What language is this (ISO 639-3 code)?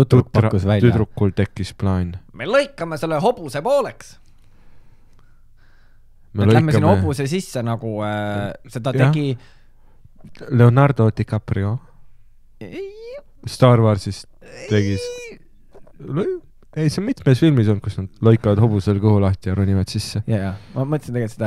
est